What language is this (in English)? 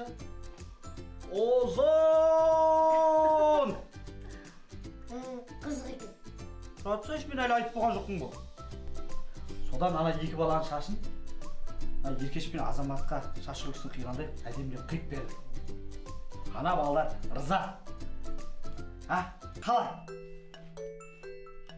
Kazakh